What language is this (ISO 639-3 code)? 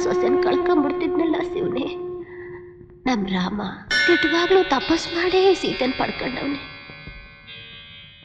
kan